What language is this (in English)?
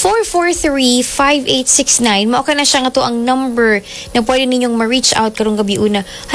Cebuano